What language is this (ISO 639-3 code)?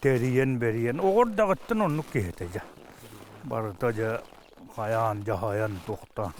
sah